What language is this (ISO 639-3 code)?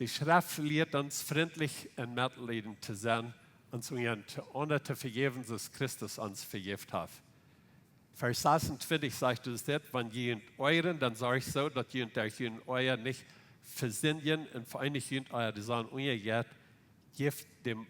pdt